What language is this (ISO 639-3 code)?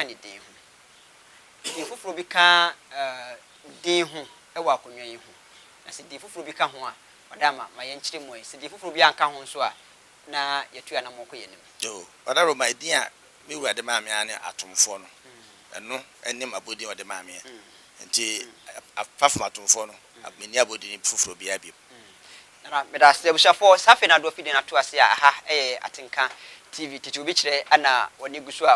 aka